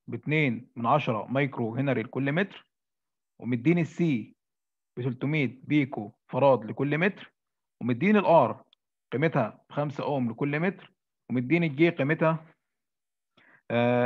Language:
Egyptian Arabic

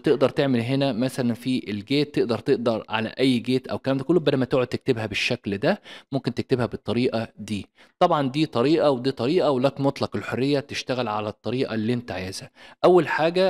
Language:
Egyptian Arabic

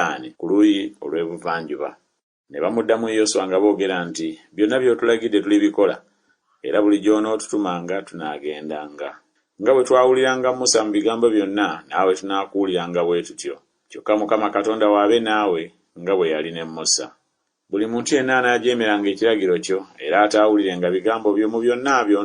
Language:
Ganda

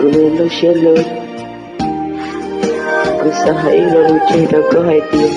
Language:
Hmong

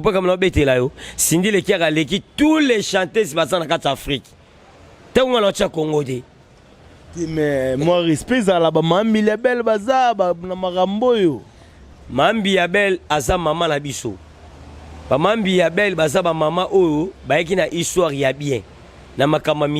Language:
Lingala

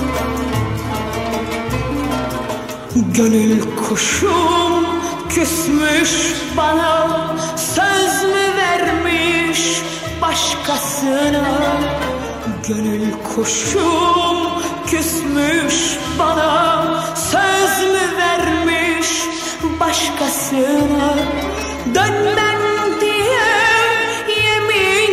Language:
Turkish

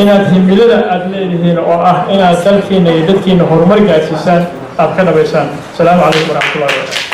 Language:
Somali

